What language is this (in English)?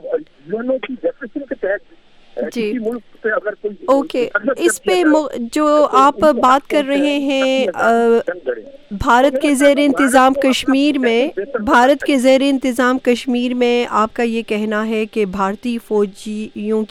Urdu